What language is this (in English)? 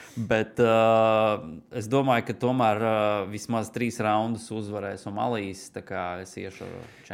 Latvian